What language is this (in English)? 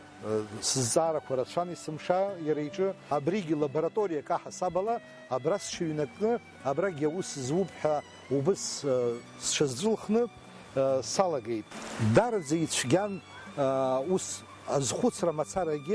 Abkhazian